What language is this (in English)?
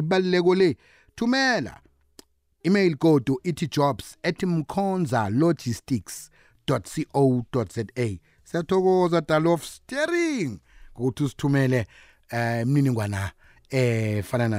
South Ndebele